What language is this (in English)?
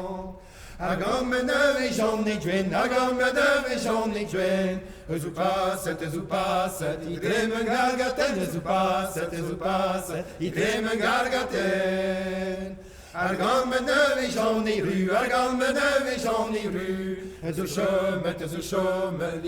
Breton